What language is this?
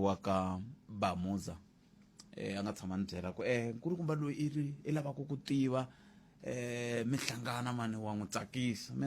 Tsonga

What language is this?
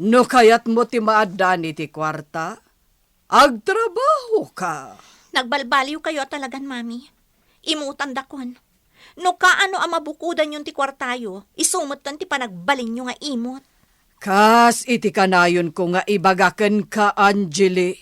Iloko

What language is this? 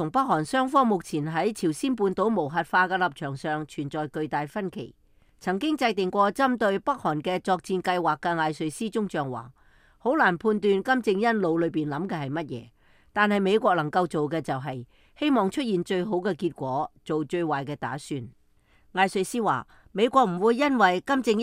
Cantonese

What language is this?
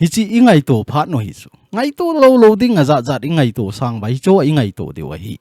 Thado Chin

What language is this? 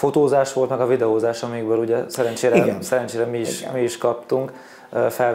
Hungarian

